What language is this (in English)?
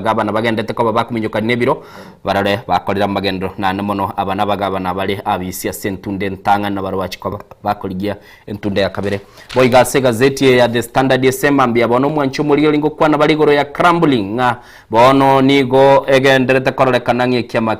Gusii